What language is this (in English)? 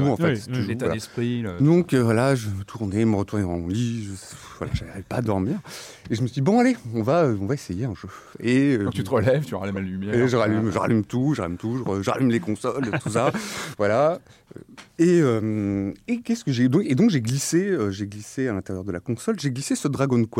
French